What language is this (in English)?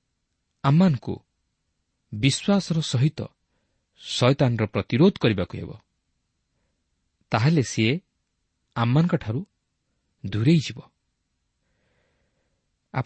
Odia